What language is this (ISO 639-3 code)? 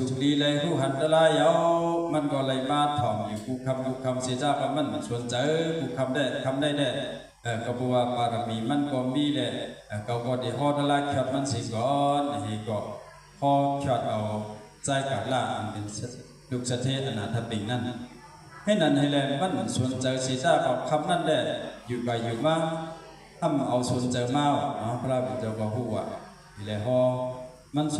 shn